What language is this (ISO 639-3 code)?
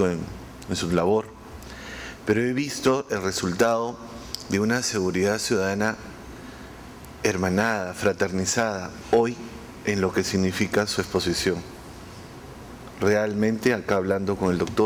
spa